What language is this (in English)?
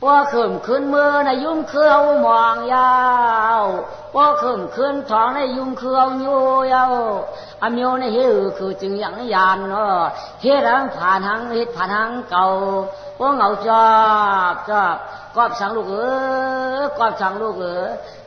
Shan